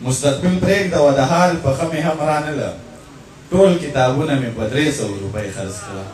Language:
Pashto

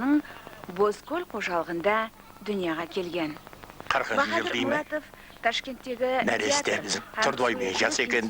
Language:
Kara-Kalpak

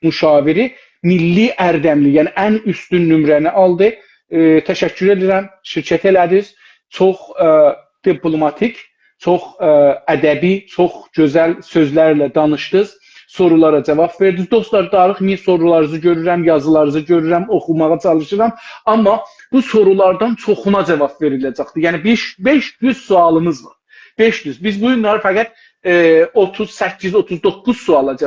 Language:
South Azerbaijani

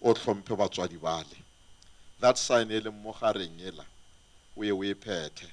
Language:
Northern Sotho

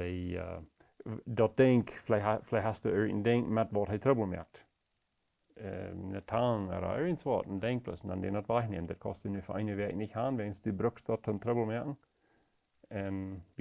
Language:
Plautdietsch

